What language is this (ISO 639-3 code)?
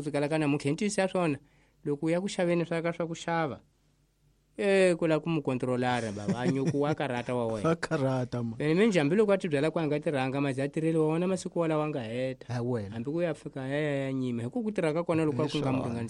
tso